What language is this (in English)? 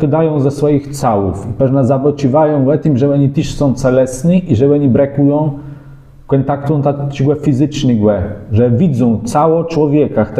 Kashubian